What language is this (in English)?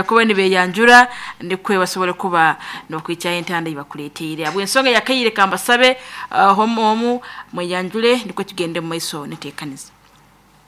Nyoro